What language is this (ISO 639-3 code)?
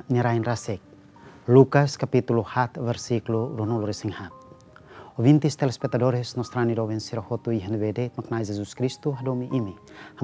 tet